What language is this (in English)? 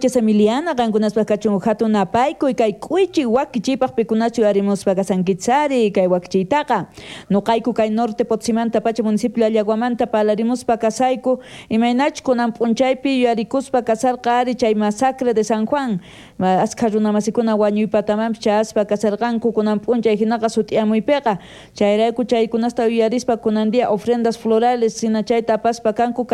South Bolivian Quechua